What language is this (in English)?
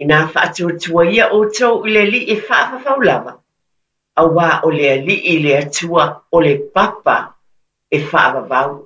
Samoan